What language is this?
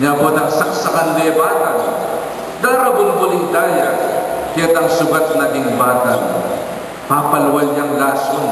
Pampanga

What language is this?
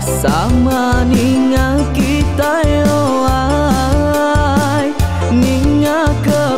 Iban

